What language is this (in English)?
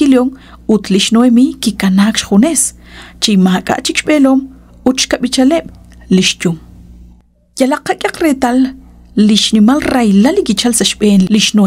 Kekchí